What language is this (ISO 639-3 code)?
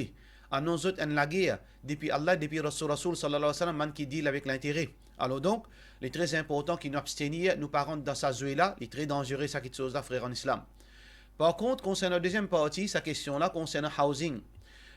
mfe